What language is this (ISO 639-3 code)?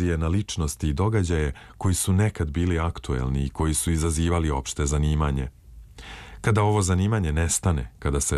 srp